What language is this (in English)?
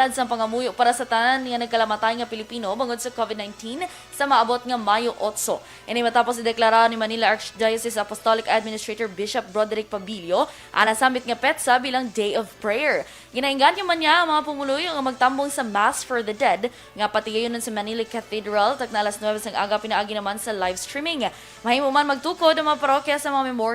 Hiligaynon